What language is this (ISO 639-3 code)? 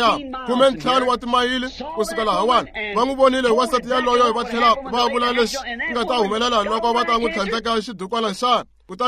tso